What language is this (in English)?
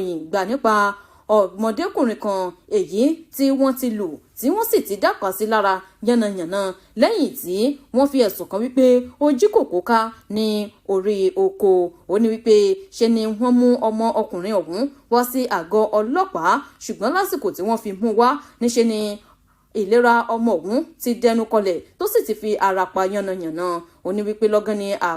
Yoruba